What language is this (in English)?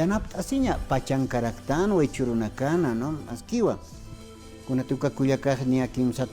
Aymara